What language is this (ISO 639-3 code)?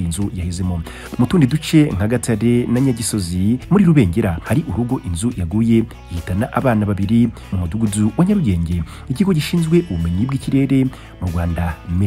kin